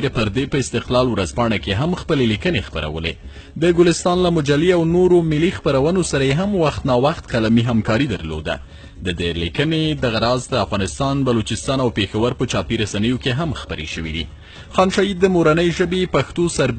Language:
Pashto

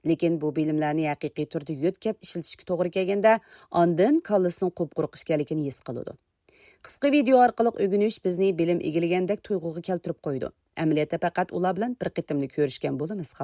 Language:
Uyghur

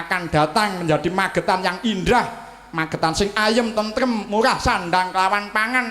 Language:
Javanese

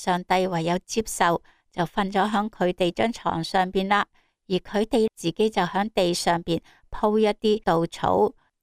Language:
Cantonese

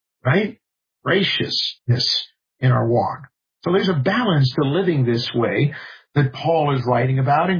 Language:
English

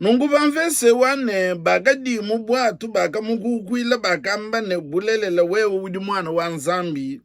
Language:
Luba-Lulua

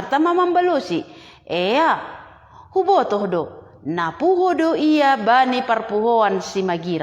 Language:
Batak Simalungun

